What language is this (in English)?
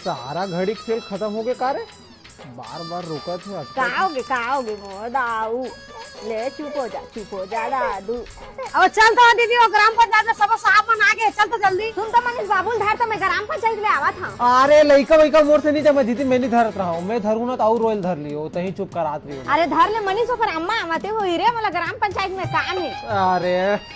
Chhattisgarhi